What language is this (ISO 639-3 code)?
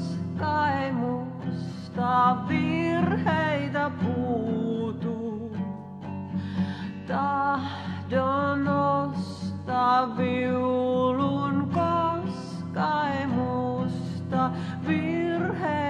fin